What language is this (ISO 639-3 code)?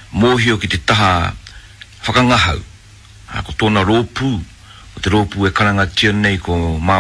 mri